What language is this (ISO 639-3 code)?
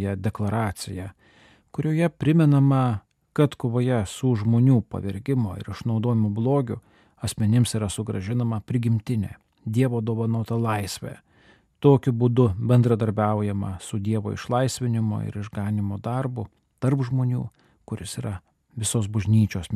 lit